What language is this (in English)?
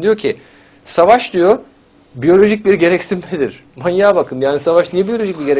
Turkish